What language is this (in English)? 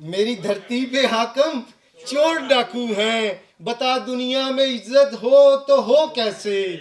Western Panjabi